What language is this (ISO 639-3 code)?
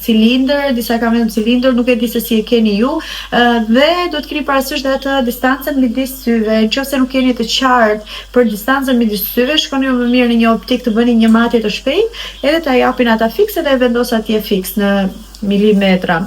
sqi